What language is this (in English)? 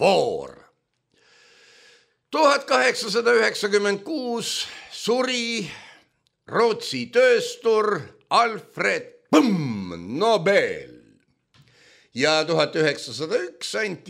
Estonian